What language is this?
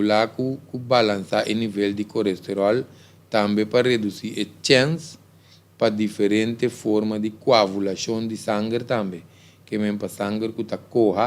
Papiamento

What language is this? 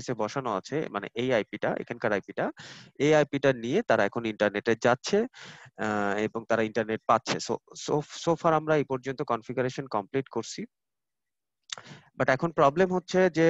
Bangla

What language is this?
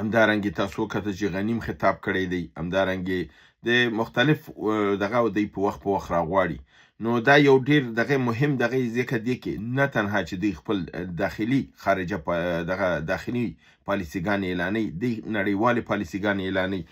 Pashto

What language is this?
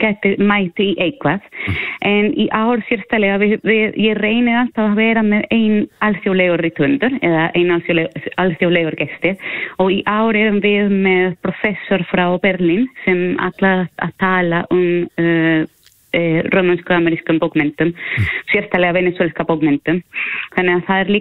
Icelandic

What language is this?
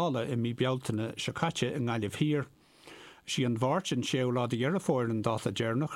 Irish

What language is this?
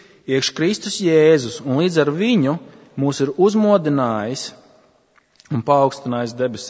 Latvian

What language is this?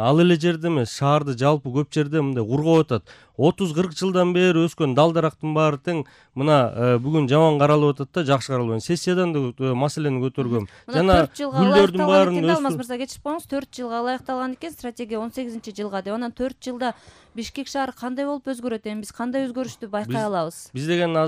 Kyrgyz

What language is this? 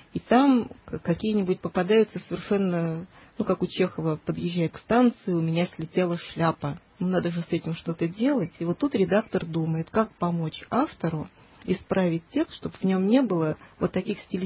Russian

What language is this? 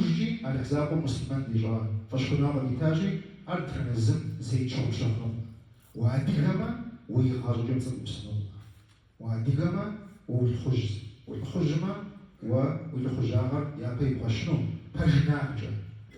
Kabardian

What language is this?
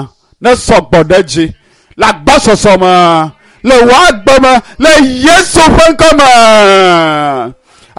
Ewe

